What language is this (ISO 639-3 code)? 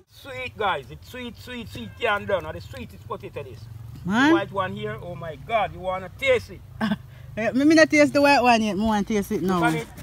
jam